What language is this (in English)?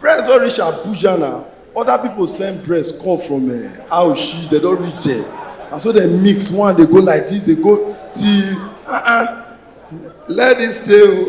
Nigerian Pidgin